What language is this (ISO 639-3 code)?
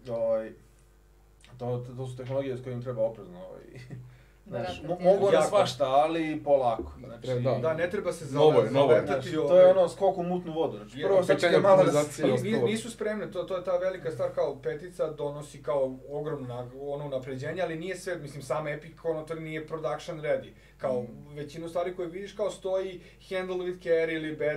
srp